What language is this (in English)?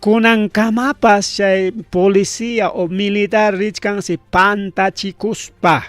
Ayacucho Quechua